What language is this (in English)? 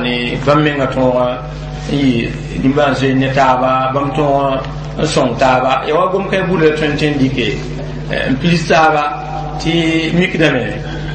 Mossi